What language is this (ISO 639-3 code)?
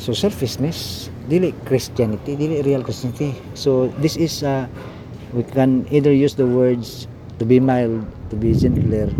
ceb